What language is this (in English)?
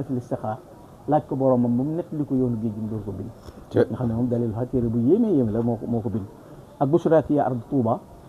Wolof